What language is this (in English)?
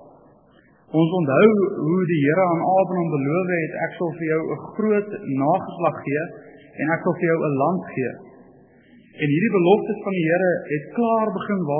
Afrikaans